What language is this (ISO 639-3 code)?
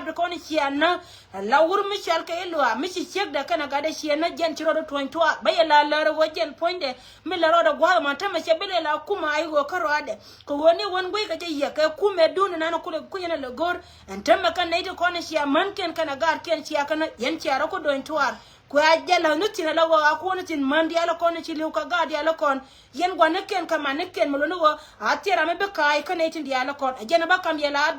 nus